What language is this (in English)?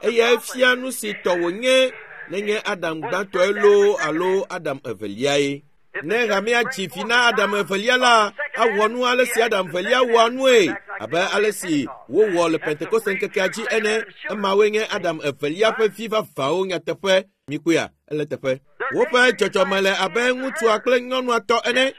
Ewe